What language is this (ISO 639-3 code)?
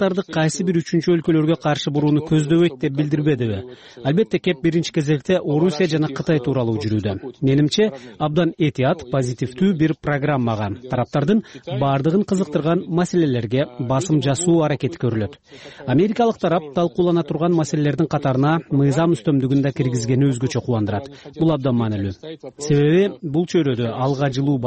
kir